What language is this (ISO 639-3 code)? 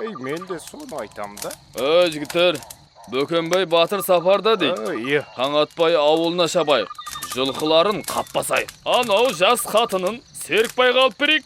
kaa